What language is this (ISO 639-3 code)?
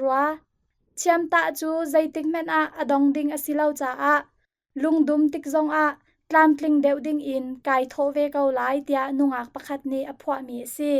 cnh